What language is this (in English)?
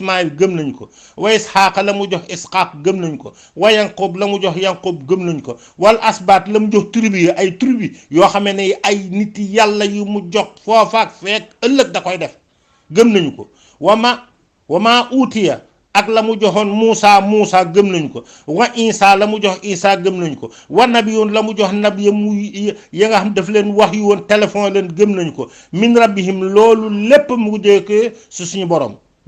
Wolof